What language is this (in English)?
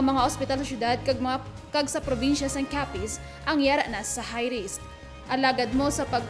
Hiligaynon